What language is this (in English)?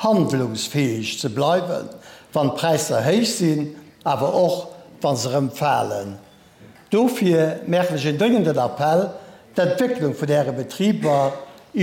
Luxembourgish